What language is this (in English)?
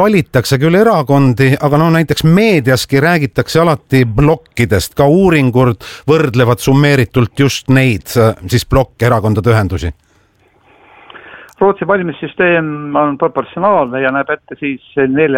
Estonian